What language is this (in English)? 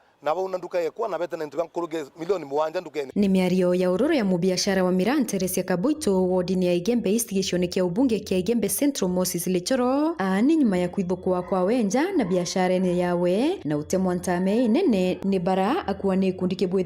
Meru